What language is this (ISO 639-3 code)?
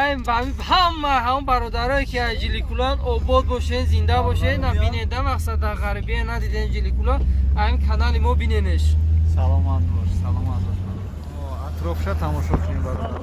tgk